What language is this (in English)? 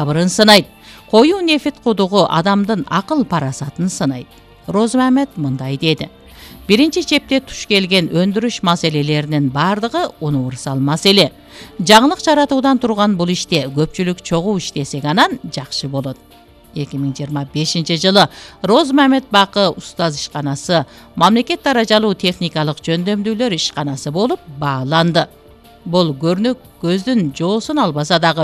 Kyrgyz